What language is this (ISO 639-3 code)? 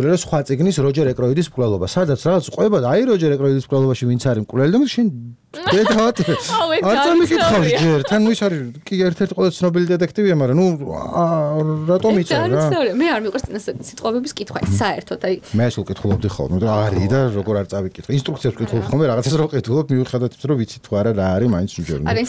kat